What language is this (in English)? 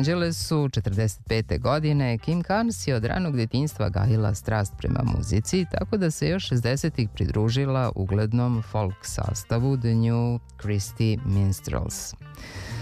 Serbian